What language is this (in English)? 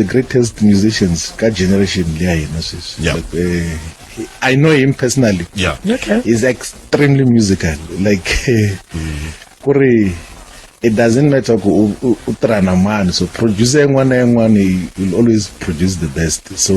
Tsonga